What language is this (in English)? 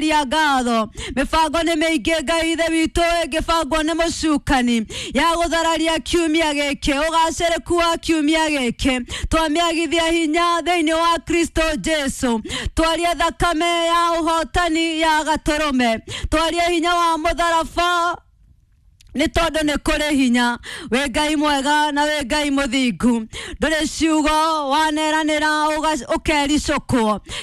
Kikuyu